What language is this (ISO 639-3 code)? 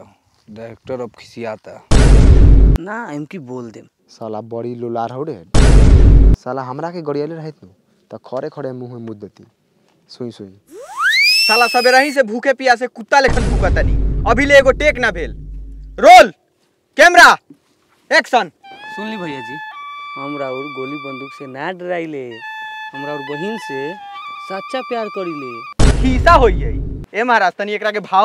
bho